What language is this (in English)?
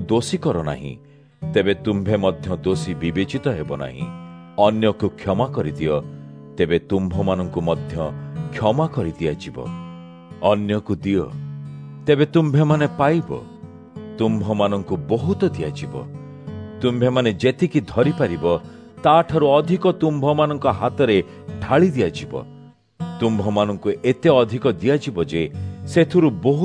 Odia